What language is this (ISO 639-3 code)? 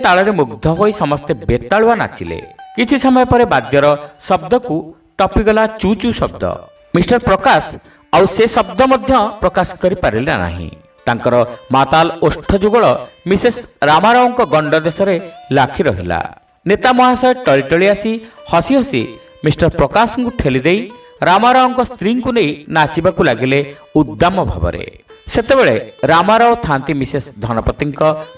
ori